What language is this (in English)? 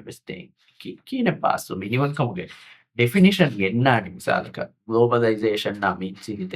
Divehi